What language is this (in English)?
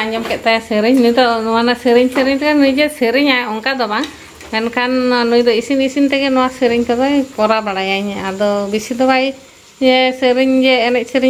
Santali